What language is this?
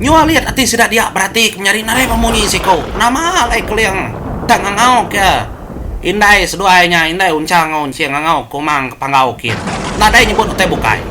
Iban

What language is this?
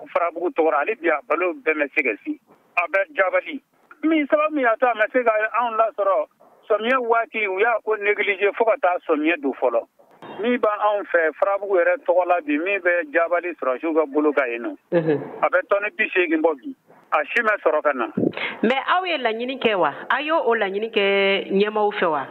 Bambara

